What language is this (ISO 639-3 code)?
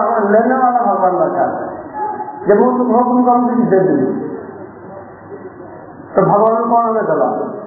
ori